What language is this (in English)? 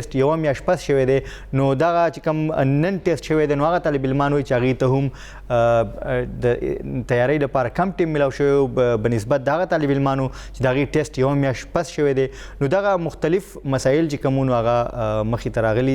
Pashto